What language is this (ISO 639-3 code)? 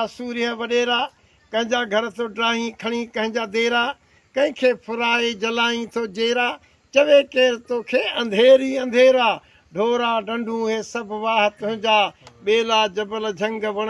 snd